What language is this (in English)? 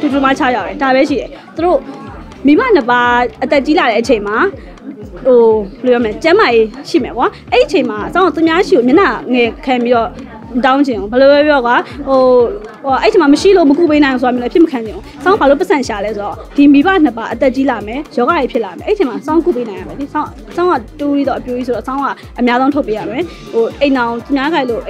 Burmese